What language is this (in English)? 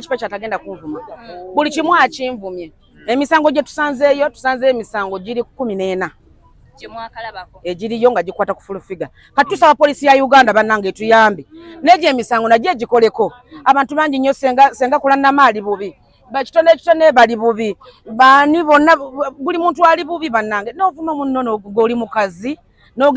Ganda